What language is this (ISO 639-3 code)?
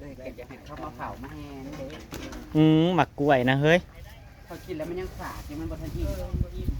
tts